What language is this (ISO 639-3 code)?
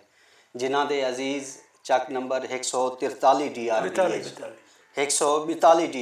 skr